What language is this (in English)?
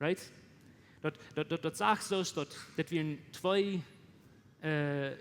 Plautdietsch